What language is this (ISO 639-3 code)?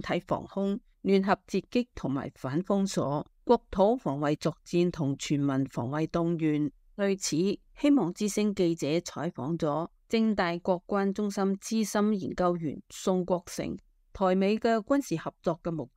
yue